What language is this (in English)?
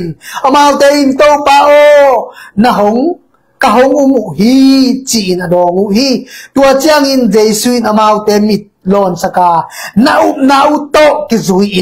Tedim Chin